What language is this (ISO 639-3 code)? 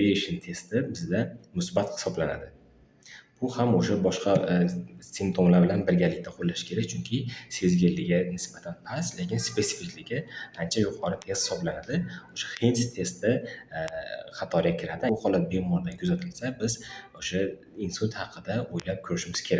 uzb